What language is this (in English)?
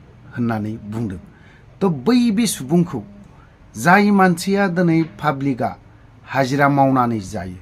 Bodo